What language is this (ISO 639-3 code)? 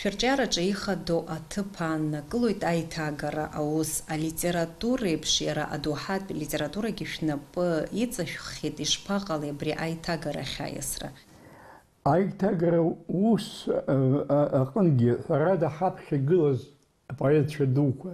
abk